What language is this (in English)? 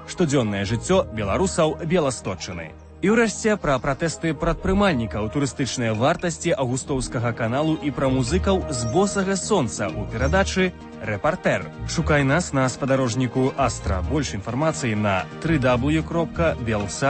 Belarusian